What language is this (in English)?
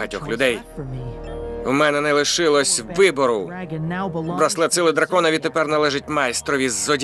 Ukrainian